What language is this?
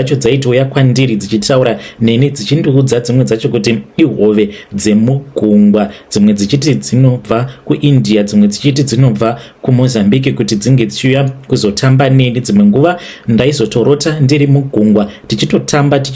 Shona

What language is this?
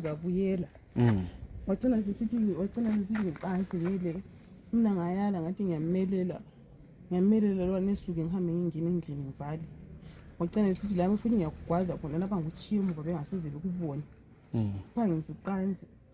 North Ndebele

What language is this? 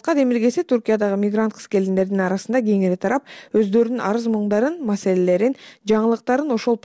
Kyrgyz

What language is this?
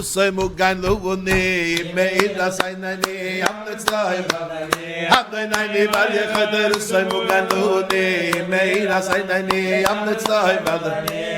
Yiddish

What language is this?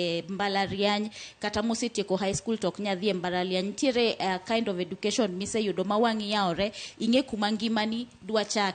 Luo (Kenya and Tanzania)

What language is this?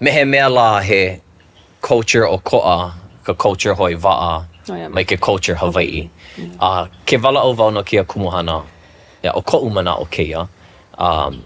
Hawaiian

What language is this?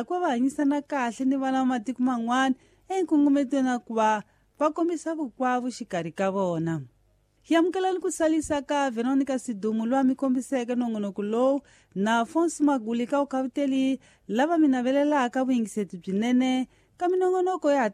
Tsonga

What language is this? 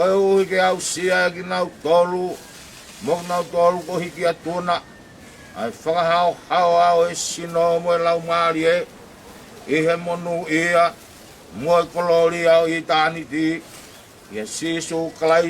Tongan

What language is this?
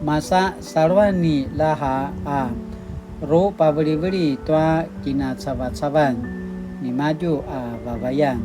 Paiwan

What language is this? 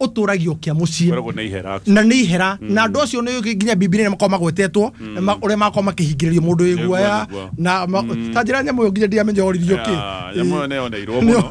Kikuyu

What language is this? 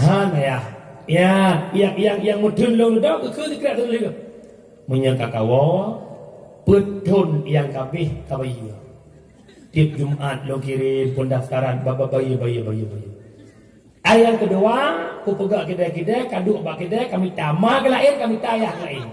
Achinese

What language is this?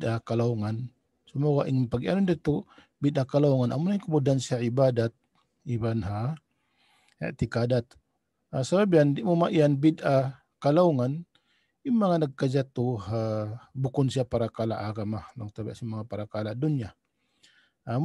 Tausug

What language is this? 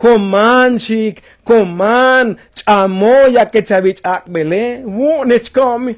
Tzotzil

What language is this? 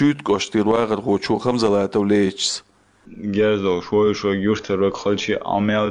Chechen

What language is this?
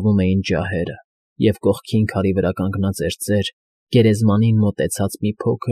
Armenian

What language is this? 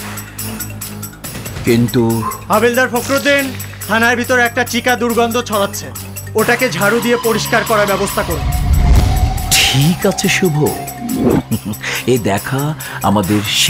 Bangla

